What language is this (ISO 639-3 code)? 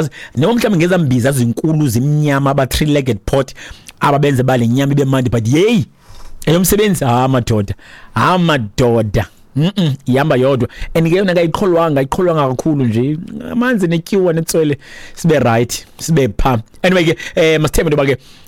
xho